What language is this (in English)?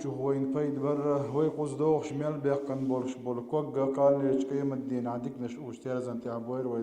Chechen